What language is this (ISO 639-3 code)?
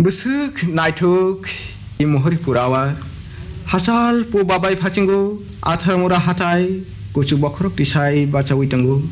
trp